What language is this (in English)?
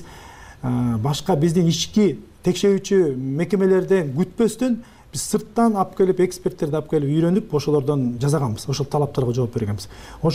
Kyrgyz